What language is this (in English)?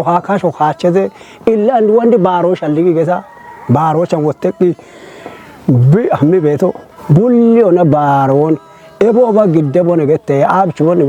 Kafa